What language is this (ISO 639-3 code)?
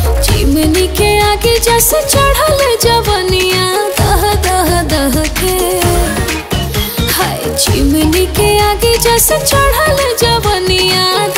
bho